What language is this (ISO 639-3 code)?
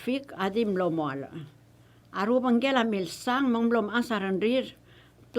pau